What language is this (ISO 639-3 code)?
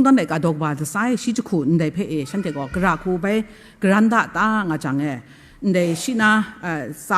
kac